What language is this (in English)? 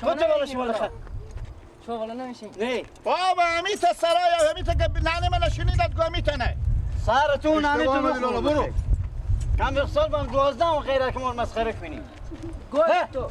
Persian